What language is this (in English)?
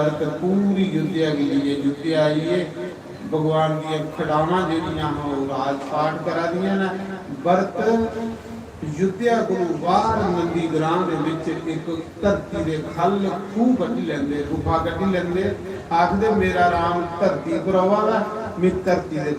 Dogri